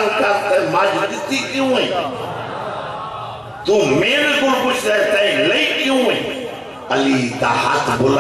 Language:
Urdu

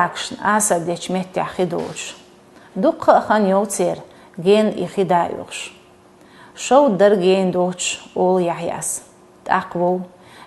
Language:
Chechen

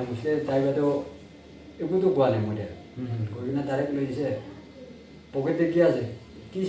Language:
Naga Pidgin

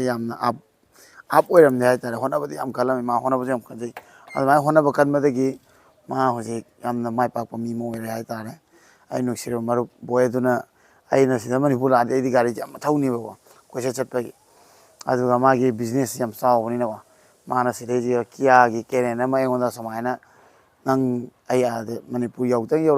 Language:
Manipuri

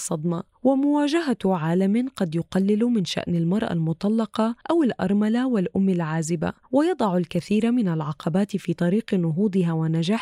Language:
Arabic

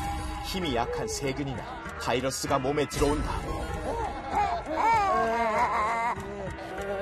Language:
Korean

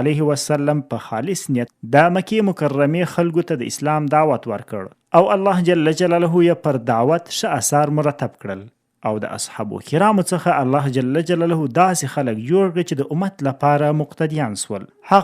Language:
Pashto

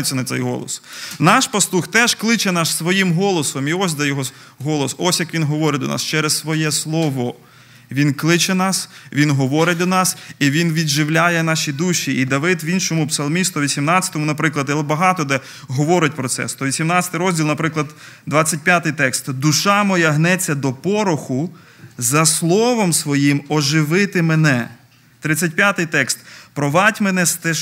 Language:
Ukrainian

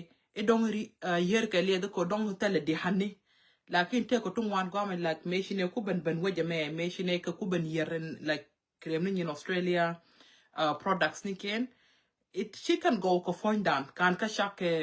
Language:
Nuer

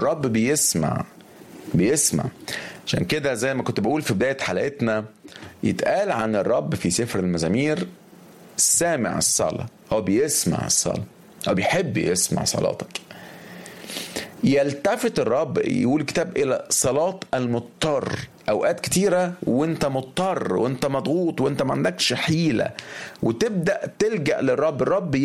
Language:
Egyptian Arabic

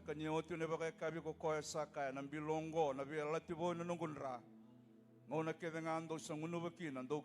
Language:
Fijian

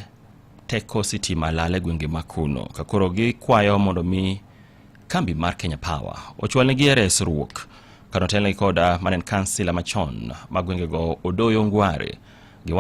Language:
Luo (Kenya and Tanzania)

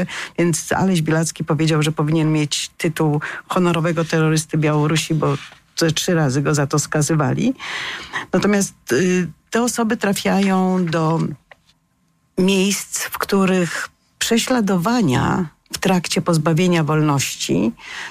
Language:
Polish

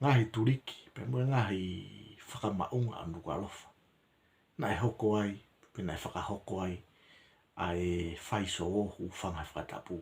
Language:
Tongan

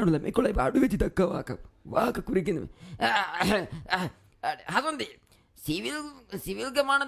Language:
Divehi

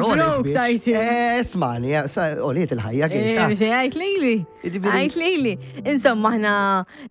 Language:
Maltese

